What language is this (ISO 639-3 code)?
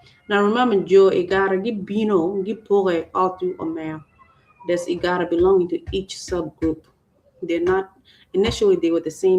ach